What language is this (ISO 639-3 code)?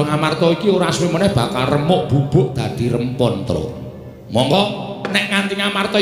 jav